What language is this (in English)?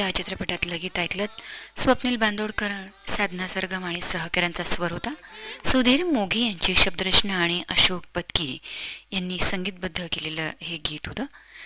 Marathi